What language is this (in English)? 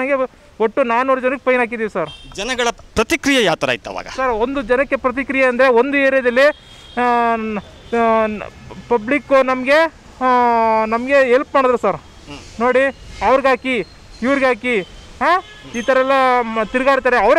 Kannada